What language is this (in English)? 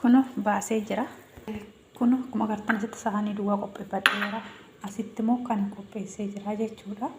Oromo